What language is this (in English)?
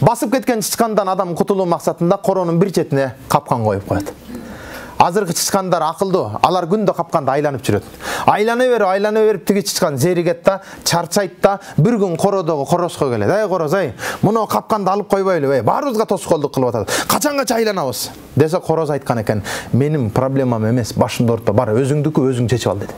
Kyrgyz